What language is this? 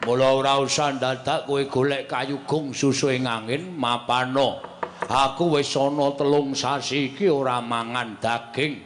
Javanese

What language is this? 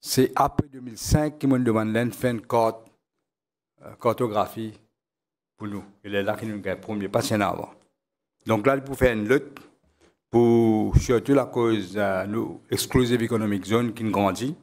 Morisyen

